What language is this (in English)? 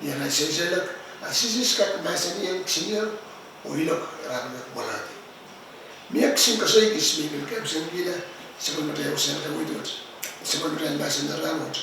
Pohnpeian